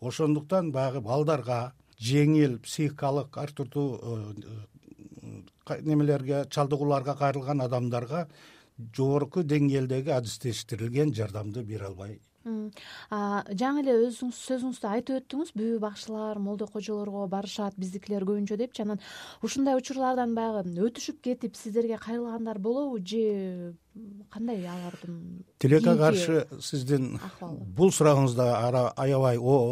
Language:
Kyrgyz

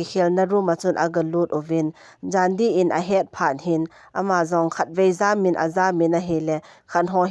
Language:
Thado Chin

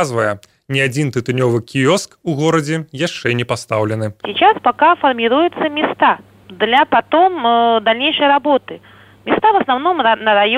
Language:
Belarusian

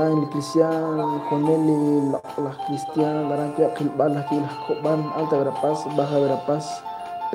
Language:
Kekchí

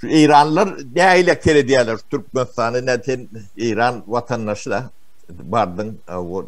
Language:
Turkmen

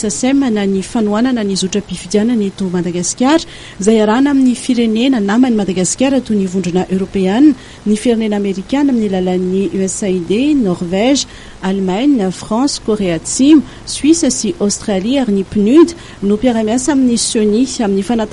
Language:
Malagasy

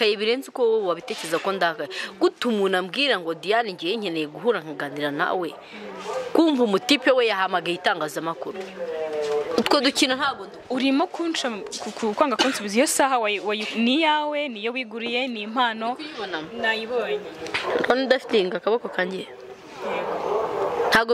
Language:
Kinyarwanda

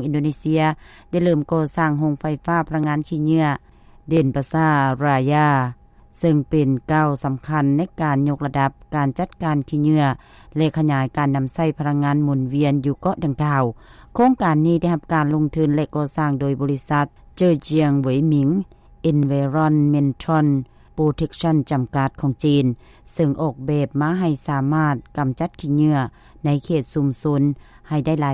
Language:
Lao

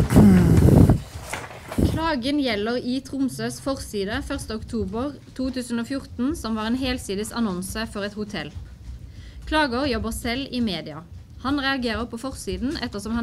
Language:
Norwegian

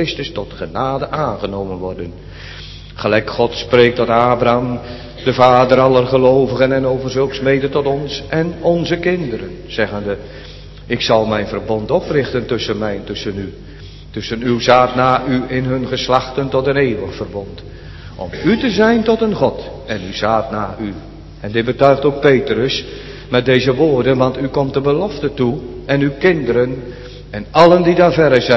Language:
Dutch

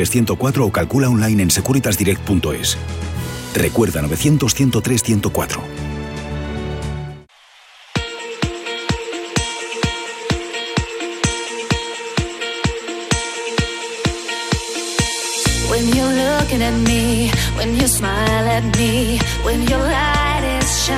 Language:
Spanish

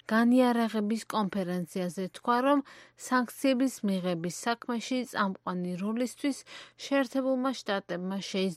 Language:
Georgian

